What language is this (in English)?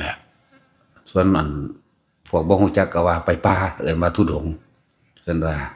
Northeastern Thai